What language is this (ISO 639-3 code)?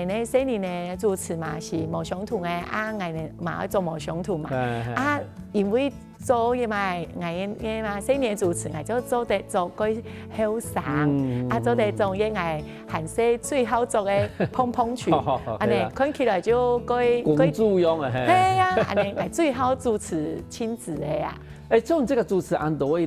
hak